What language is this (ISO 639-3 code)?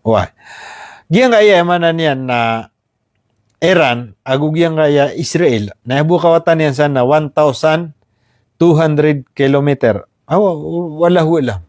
mrw